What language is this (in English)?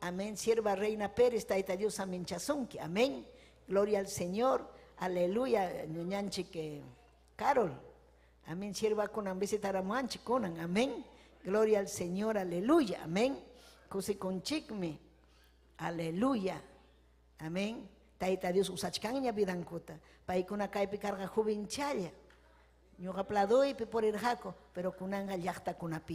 Ayacucho Quechua